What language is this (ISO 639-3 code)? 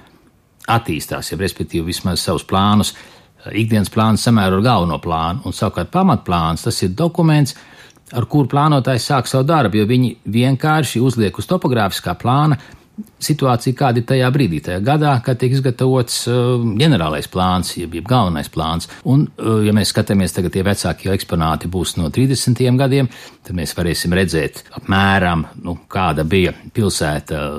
lav